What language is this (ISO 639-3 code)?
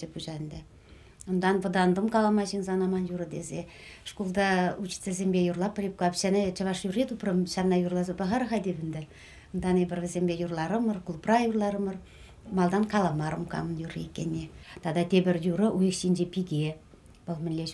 chv